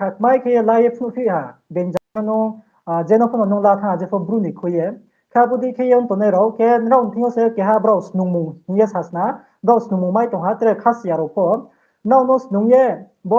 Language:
Riang (India)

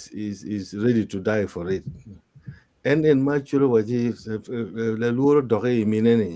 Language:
Acoli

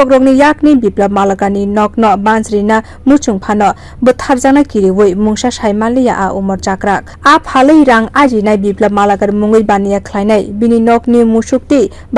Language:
Kok Borok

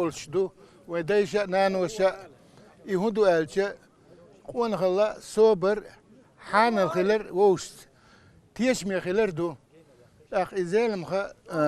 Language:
Chechen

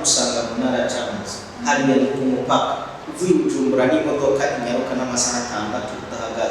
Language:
Rundi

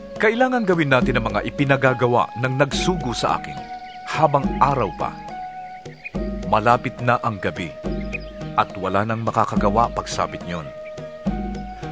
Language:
Filipino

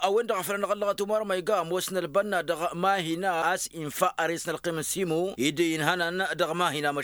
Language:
Tamasheq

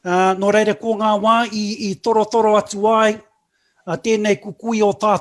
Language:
Māori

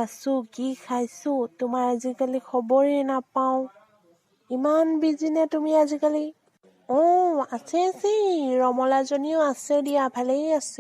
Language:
Assamese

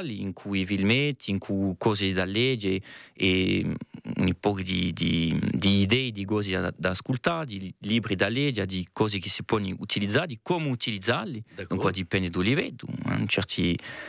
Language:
Corsican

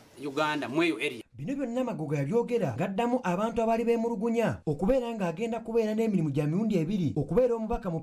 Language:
Ganda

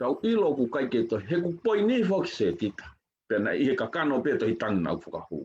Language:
Tongan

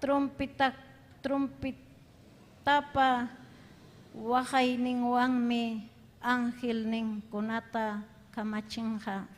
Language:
Ayacucho Quechua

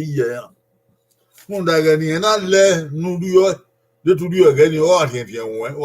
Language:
Bini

